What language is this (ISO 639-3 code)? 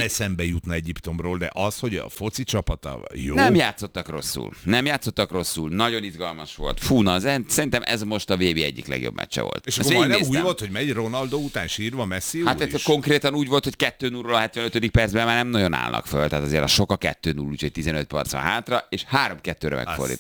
hun